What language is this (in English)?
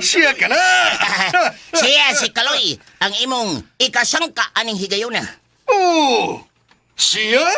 Cebuano